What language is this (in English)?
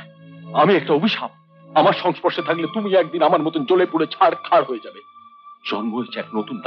Bangla